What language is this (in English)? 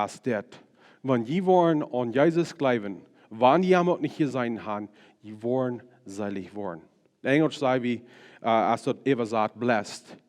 Plautdietsch